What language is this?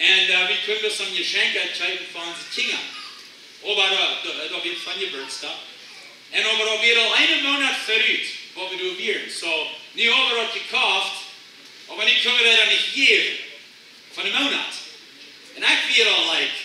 Plautdietsch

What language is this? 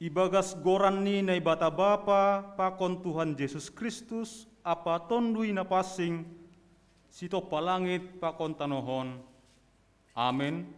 Batak Simalungun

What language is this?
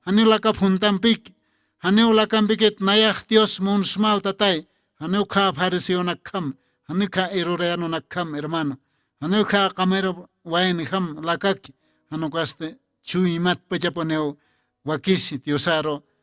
Aymara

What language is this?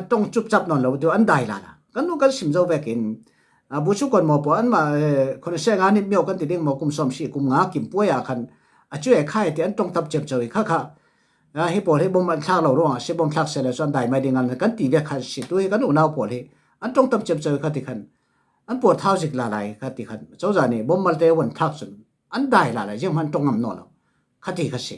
Falam Chin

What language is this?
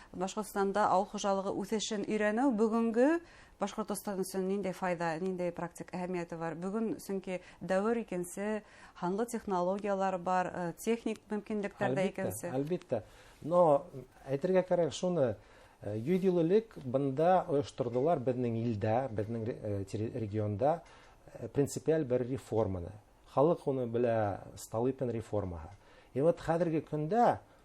Bashkir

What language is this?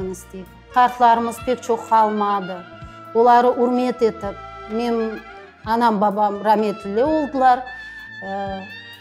Crimean Tatar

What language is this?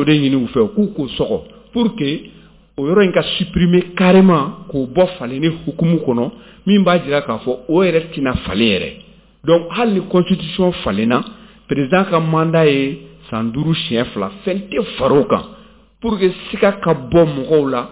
Bambara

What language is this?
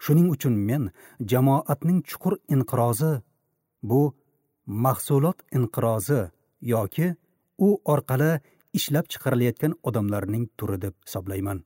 Uzbek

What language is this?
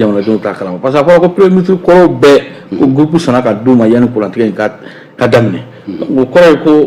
Bambara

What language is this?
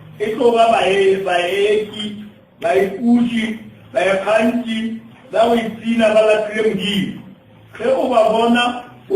Northern Sotho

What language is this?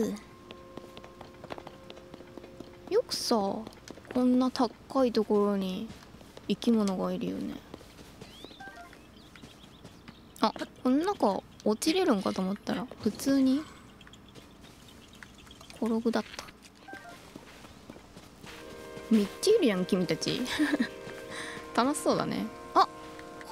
Japanese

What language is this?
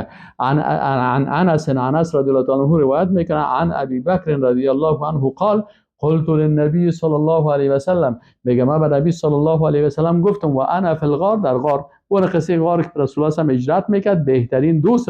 Persian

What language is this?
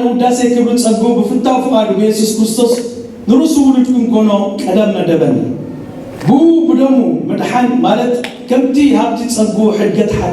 Tigrinya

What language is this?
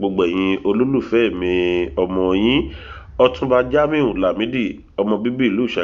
Yoruba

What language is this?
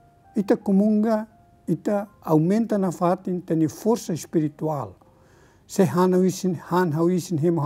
Tetum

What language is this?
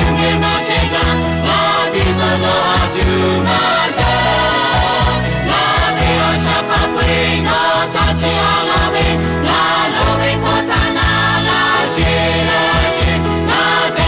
Lahu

